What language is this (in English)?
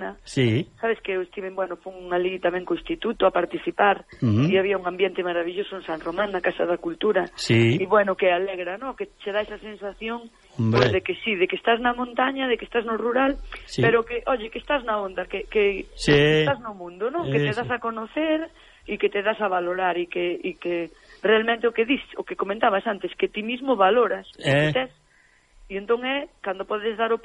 Galician